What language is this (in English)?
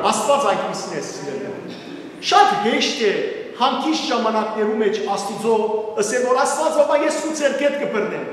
Western Armenian